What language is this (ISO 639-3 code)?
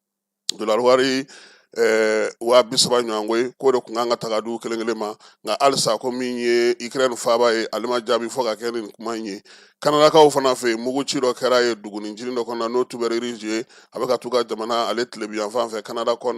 bam